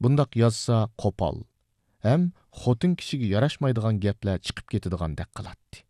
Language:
Uyghur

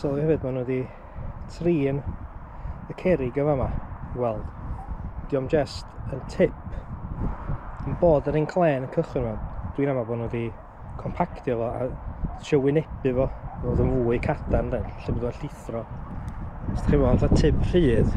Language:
Welsh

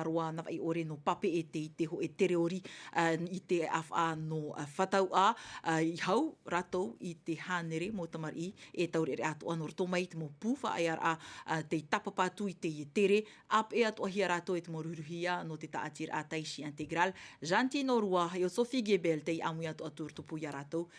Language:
Tahitian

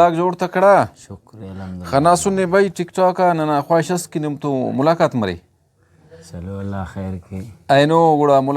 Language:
Brahui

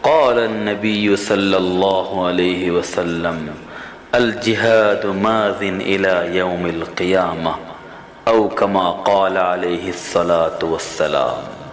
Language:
Eastern Balochi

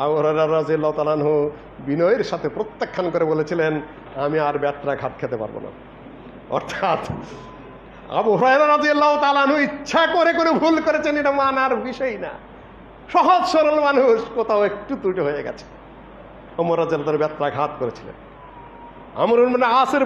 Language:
Bangla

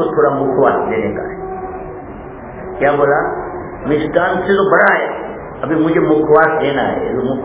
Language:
Gujarati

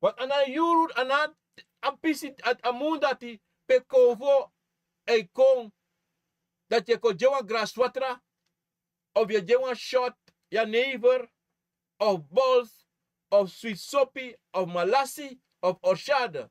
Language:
Sranan Tongo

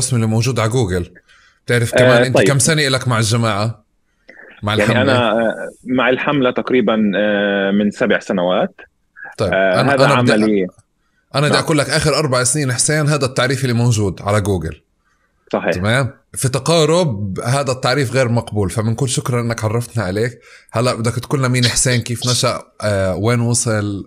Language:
North Levantine Arabic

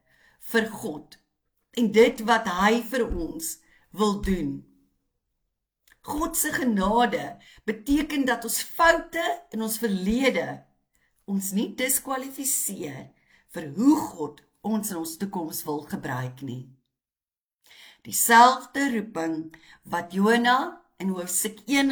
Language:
Afrikaans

